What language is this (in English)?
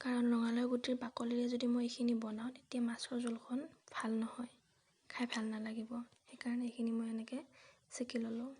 Assamese